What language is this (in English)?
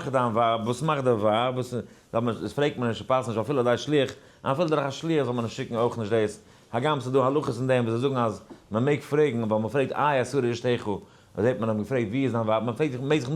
Yiddish